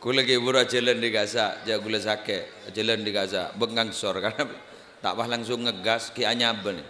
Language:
Madurese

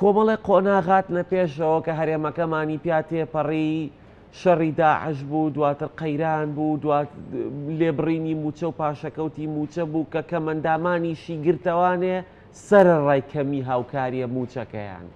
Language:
Central Kurdish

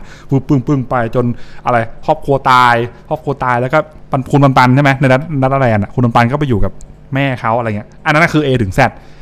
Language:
Thai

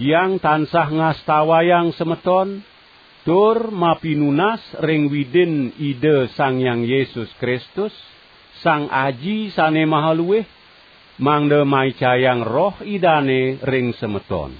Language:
Balinese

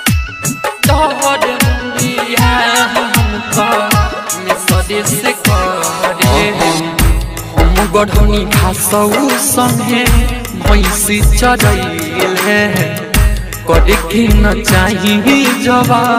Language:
Bhojpuri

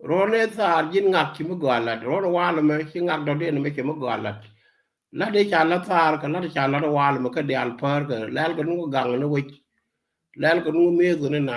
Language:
Nuer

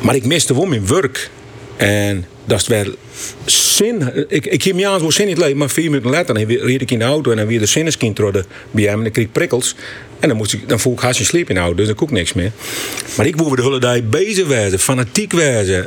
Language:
Western Frisian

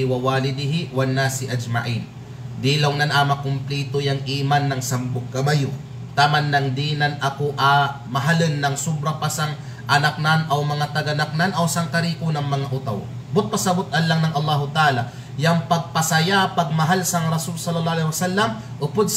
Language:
Kalagan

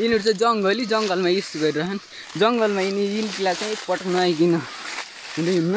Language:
Nepali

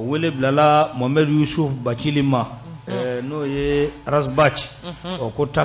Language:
Bambara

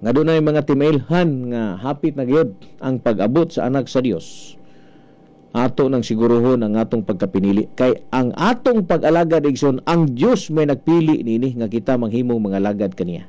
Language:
Cebuano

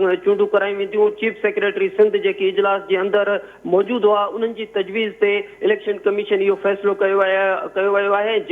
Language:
Sindhi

